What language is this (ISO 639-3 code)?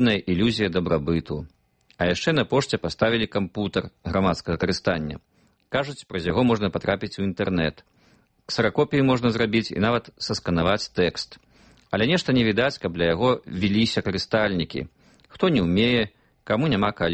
bel